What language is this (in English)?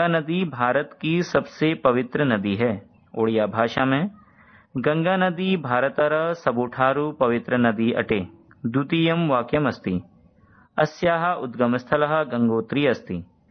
Sanskrit